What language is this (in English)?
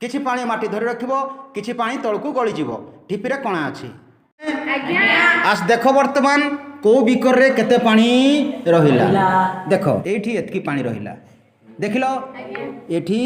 Odia